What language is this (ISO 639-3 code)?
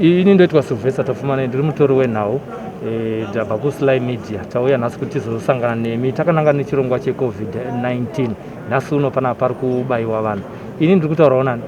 sna